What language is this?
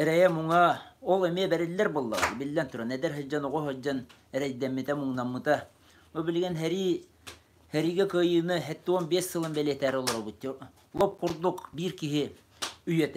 Yakut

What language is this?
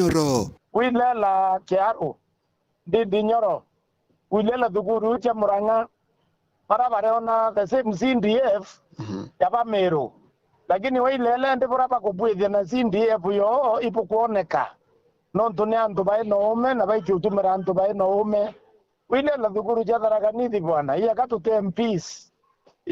Meru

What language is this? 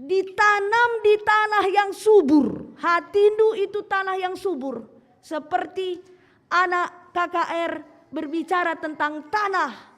Batak Karo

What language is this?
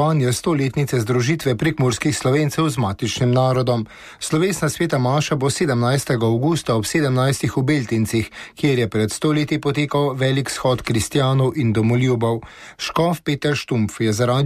Slovenian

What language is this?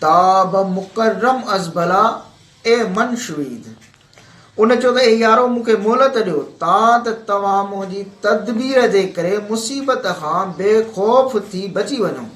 Sindhi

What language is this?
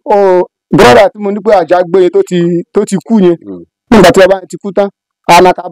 Yoruba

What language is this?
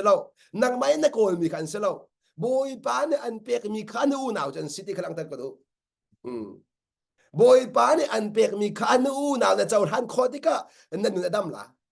Hakha Chin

